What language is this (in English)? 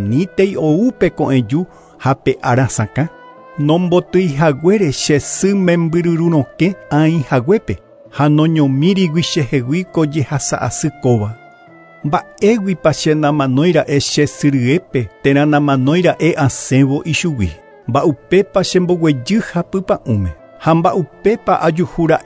Guarani